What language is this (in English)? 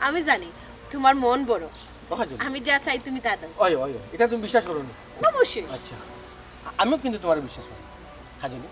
Sylheti